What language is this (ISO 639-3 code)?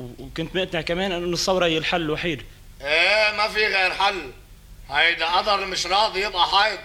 apc